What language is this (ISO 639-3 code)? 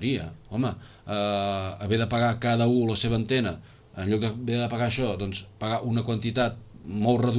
cat